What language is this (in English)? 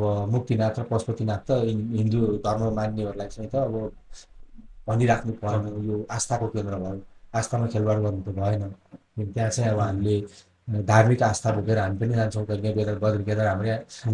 Nepali